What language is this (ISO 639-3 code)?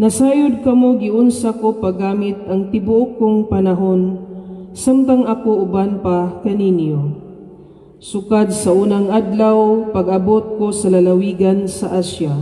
ceb